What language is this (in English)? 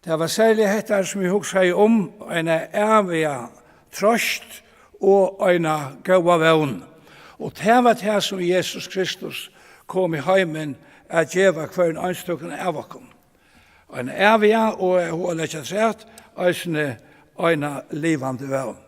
Faroese